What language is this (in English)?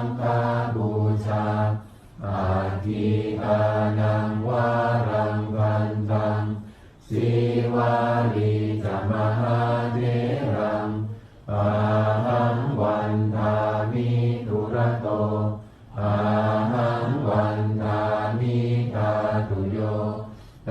Pali